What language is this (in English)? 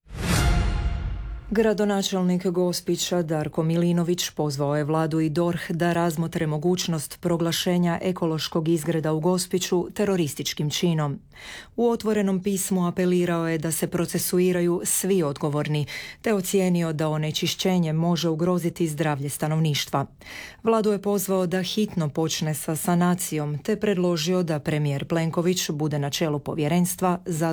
Croatian